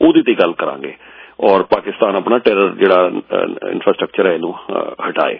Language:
Punjabi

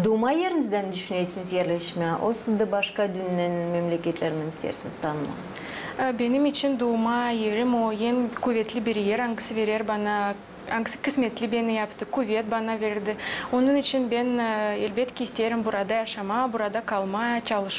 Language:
Gagauz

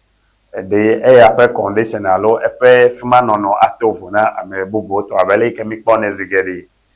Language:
Ewe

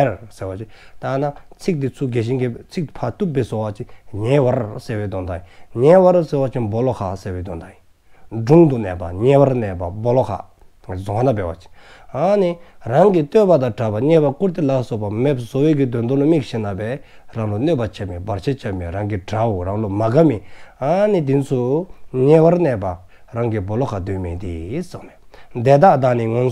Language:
Dzongkha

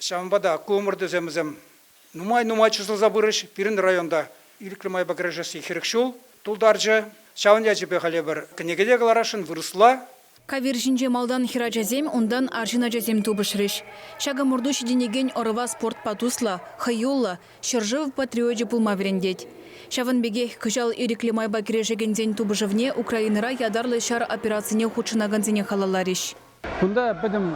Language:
Chuvash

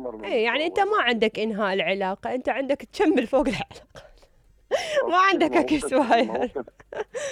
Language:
Mesopotamian Arabic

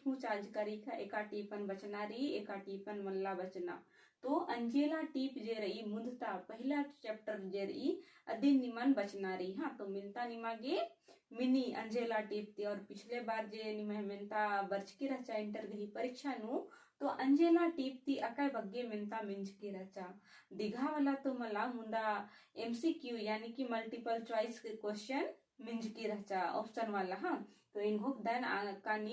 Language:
Kurukh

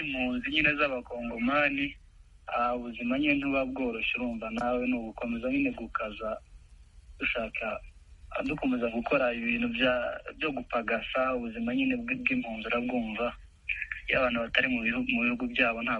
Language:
Kinyarwanda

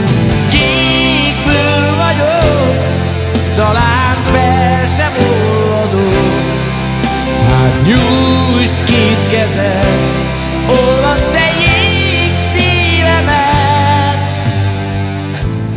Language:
Hungarian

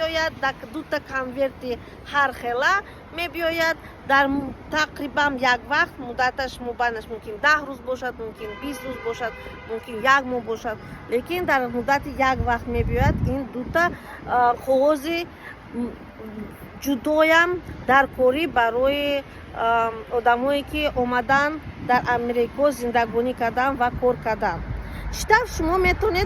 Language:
Tajik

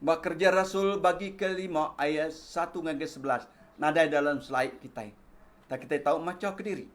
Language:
Iban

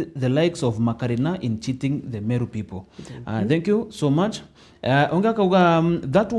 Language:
Meru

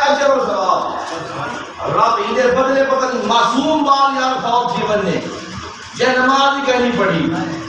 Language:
Saraiki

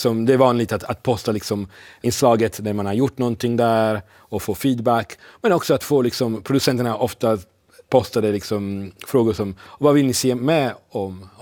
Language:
Swedish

